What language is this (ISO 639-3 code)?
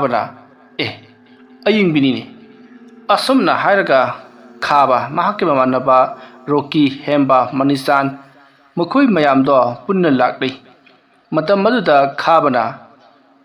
mni